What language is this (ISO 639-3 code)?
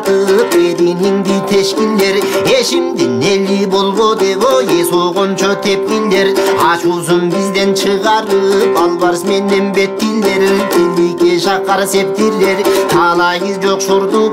kir